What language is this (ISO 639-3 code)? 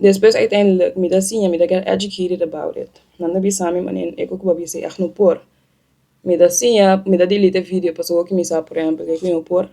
pap